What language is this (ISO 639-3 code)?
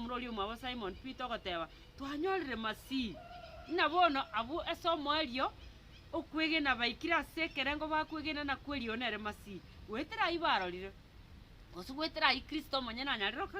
guz